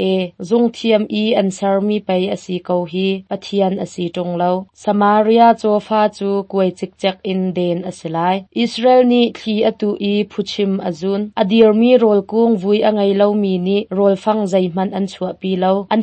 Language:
Hakha Chin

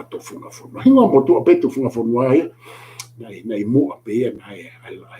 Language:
Tongan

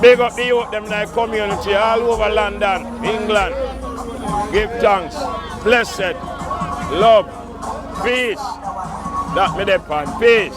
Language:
Jamaican Creole English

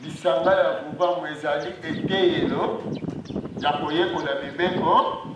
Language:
Lingala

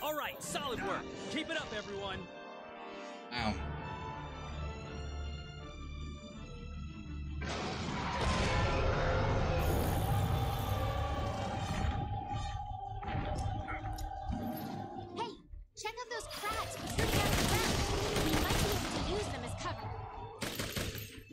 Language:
English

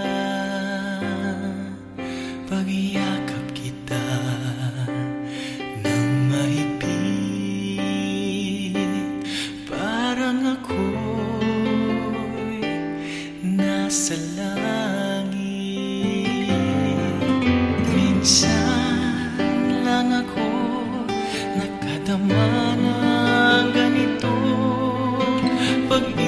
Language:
Filipino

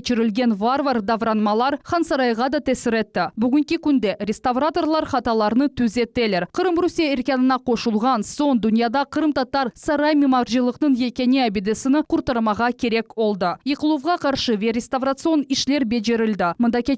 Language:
Crimean Tatar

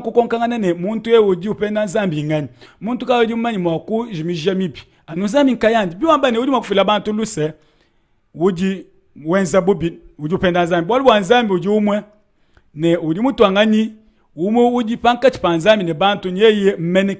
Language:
Luba-Lulua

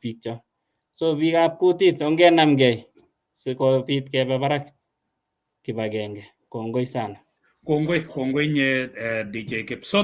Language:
Kalenjin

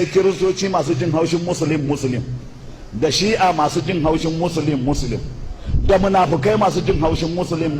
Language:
Hausa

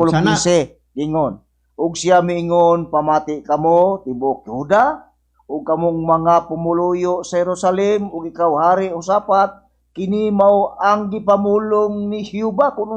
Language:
Cebuano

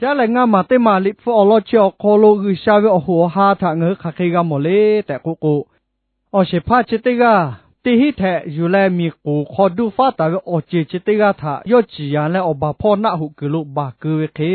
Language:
Lahu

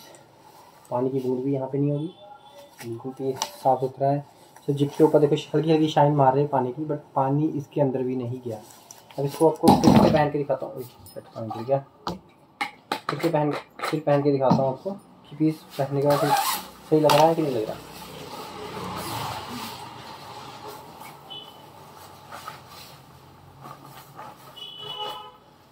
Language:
Hindi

